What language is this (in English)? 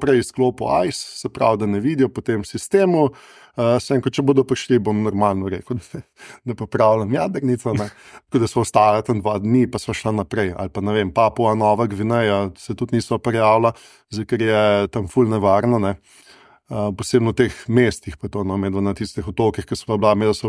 Slovenian